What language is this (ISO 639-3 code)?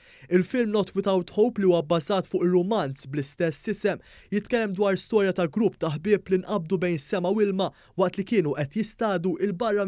mlt